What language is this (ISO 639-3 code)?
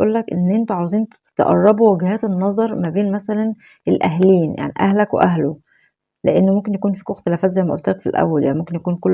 arz